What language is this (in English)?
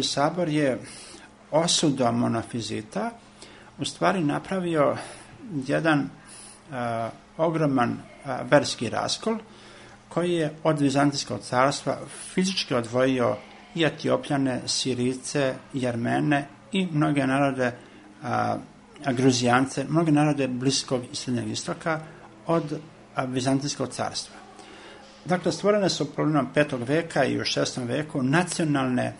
Serbian